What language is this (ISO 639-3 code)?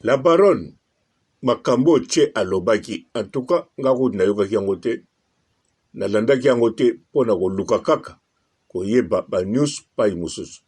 lin